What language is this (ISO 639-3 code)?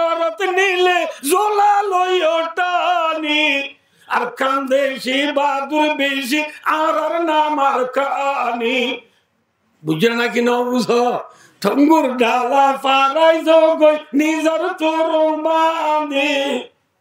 rhg